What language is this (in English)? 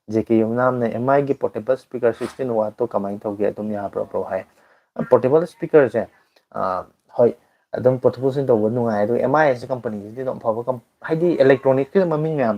Manipuri